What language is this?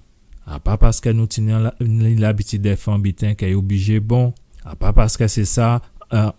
Guadeloupean Creole French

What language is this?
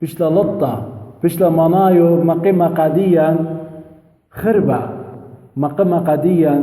Assyrian Neo-Aramaic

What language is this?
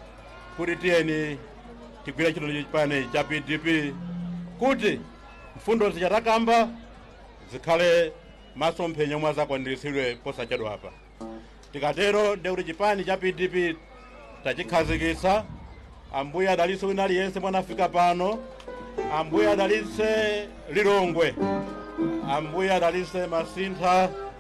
Nyanja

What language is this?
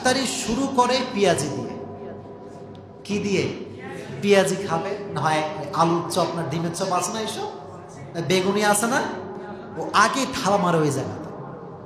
Bangla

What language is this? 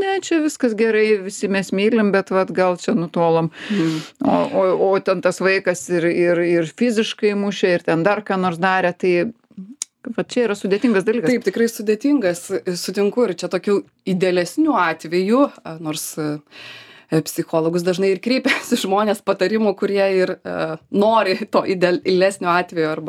Lithuanian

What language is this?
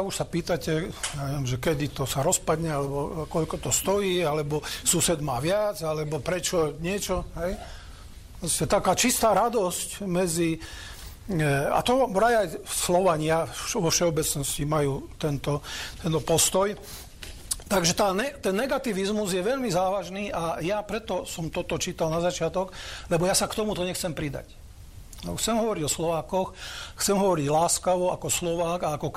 Slovak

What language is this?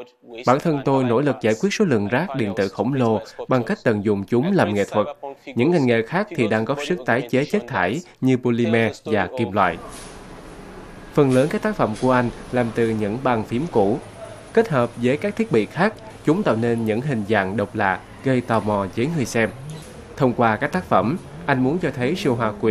Vietnamese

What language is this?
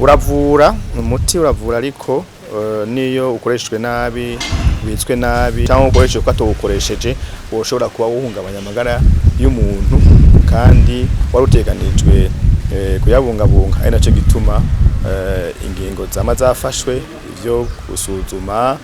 Rundi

